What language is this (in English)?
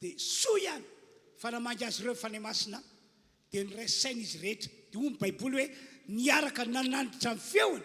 Malagasy